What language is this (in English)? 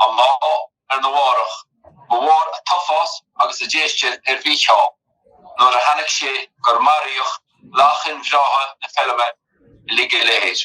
Irish